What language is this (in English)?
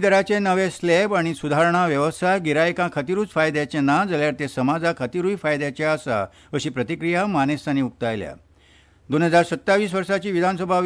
Konkani